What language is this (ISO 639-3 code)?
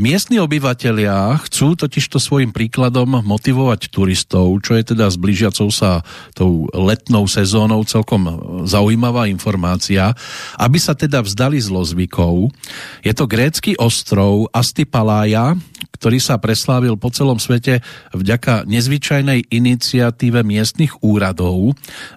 slk